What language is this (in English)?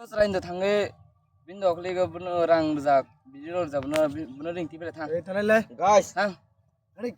Kok Borok